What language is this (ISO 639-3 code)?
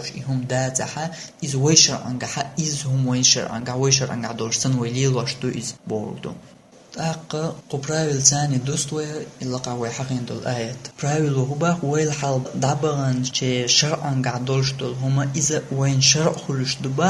che